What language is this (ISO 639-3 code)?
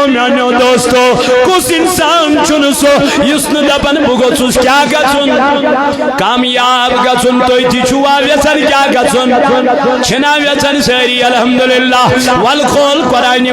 kas